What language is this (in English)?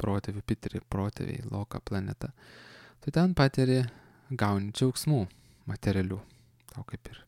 Lithuanian